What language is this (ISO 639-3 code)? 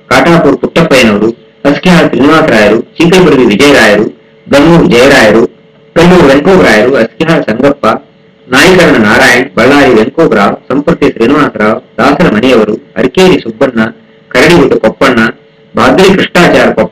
kan